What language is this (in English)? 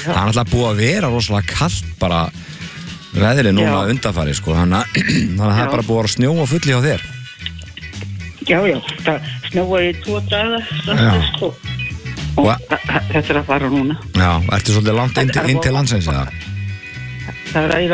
Icelandic